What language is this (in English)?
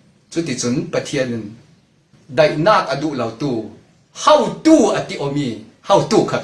Falam Chin